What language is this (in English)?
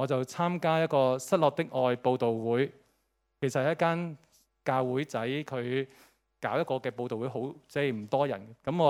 Cantonese